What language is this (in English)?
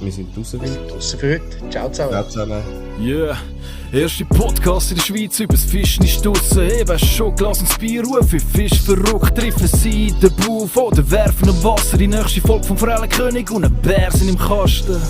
Swiss German